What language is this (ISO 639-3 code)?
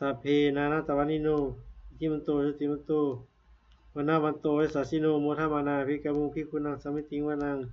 pli